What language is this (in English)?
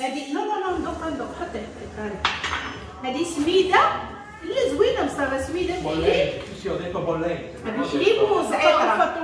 Moroccan Arabic